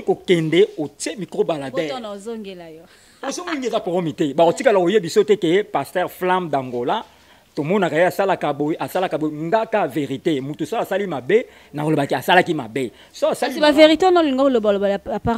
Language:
Lingala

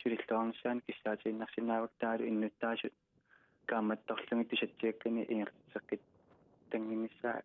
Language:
Kalaallisut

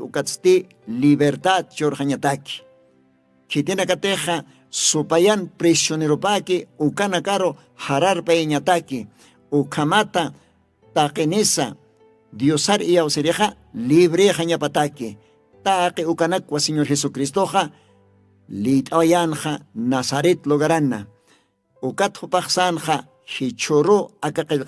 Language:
Aymara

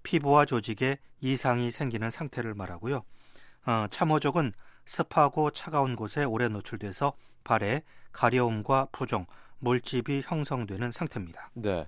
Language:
Korean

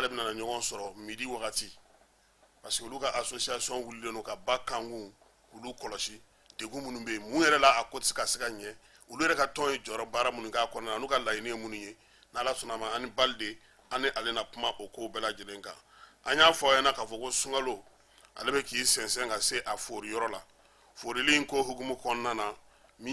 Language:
Bambara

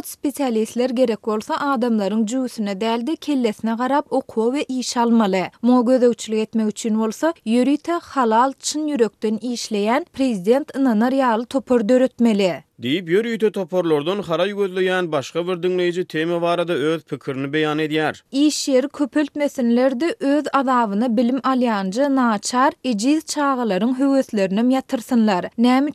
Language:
Turkmen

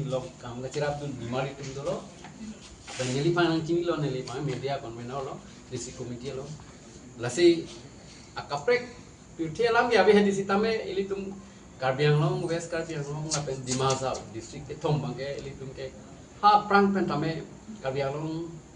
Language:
Karbi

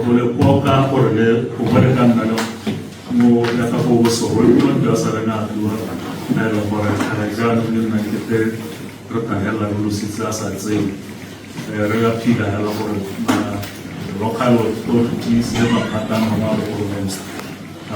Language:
Tswana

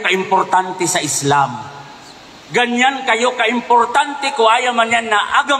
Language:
Maranao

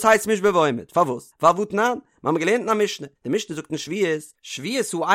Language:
Yiddish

